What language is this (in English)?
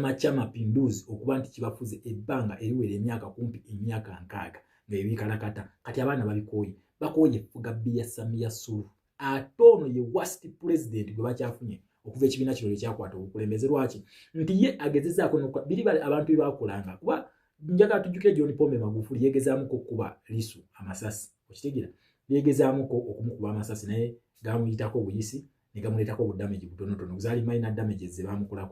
Ganda